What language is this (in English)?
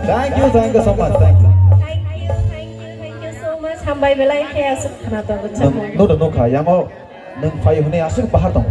Kok Borok